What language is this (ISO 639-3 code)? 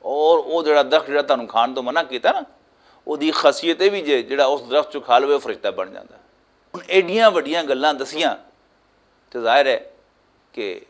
lah